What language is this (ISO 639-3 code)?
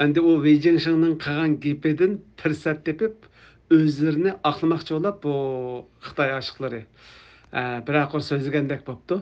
uig